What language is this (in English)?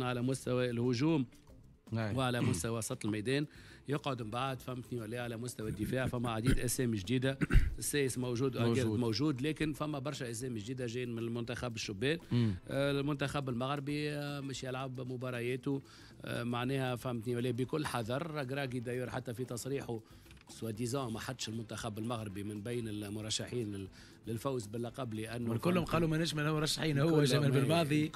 Tunisian Arabic